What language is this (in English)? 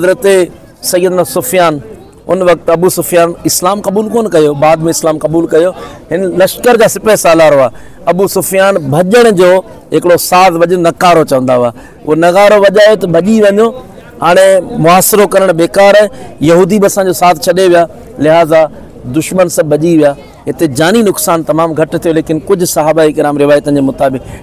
Sindhi